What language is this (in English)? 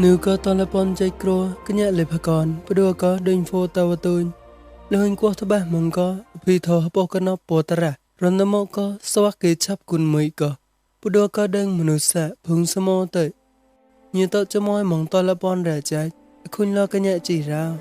Mon